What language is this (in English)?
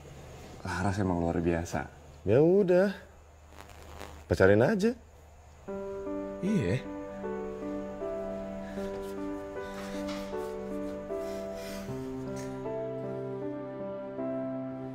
Indonesian